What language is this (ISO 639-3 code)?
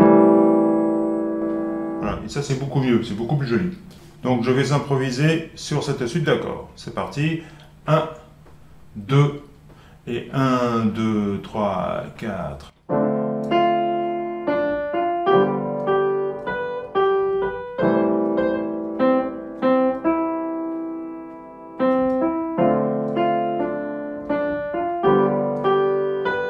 fra